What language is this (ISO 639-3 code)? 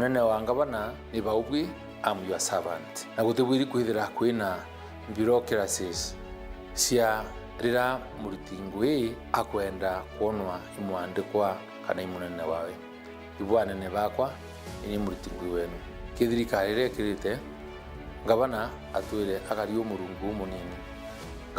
mer